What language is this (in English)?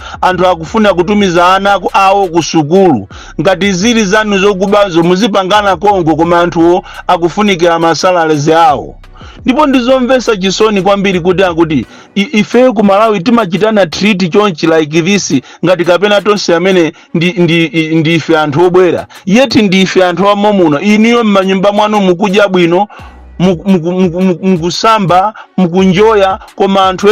Nyanja